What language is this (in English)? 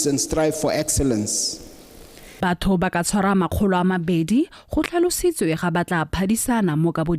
Tswana